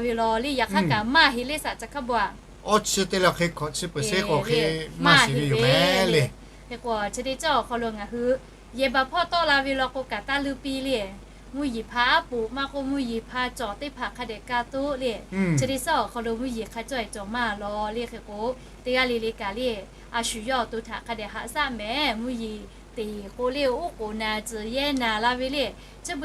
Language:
Lahu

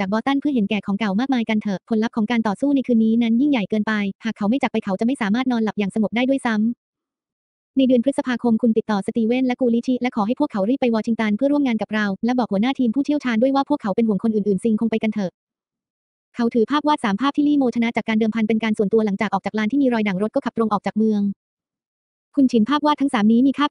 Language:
Thai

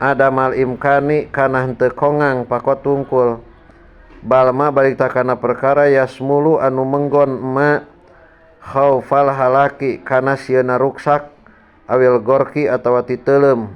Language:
Sundanese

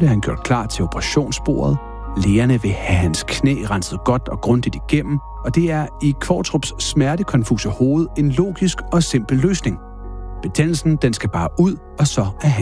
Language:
Danish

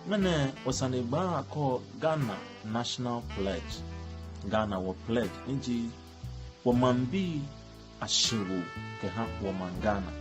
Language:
Ga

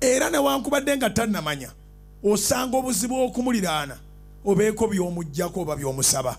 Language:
Ganda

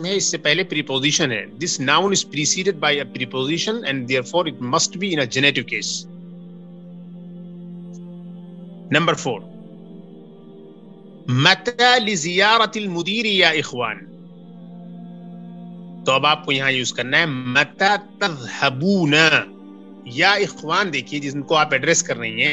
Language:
Urdu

